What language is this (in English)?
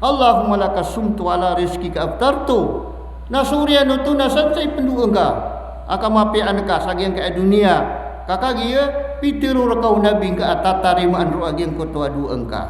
Maranao